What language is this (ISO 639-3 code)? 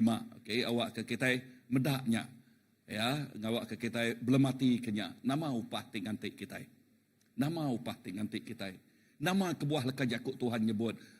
iba